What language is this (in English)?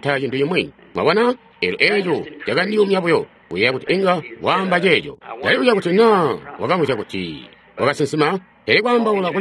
Tonga (Zambia)